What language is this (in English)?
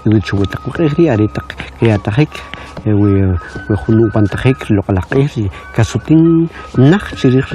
Kʼicheʼ